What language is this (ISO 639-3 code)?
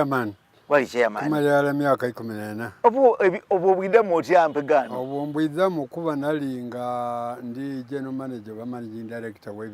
xog